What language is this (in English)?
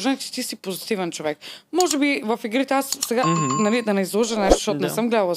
Bulgarian